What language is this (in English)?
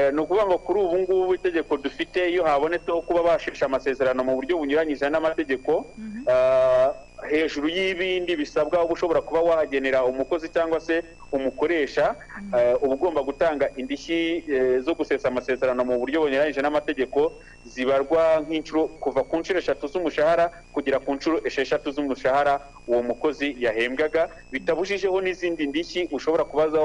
Kinyarwanda